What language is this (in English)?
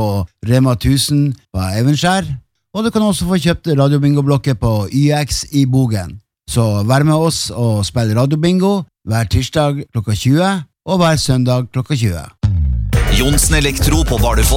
Norwegian